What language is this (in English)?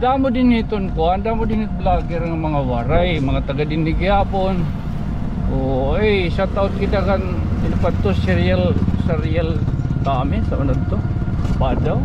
Waray